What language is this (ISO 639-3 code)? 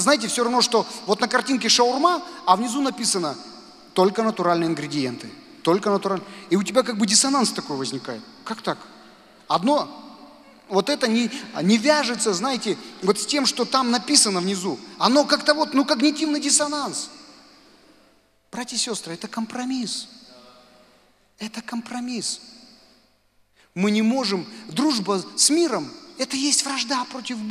rus